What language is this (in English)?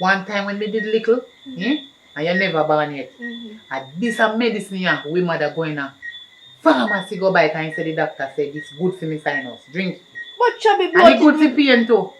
Jamaican Creole English